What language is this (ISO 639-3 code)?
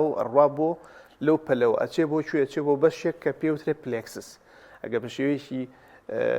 ckb